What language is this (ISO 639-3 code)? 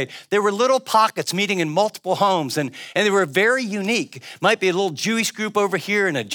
eng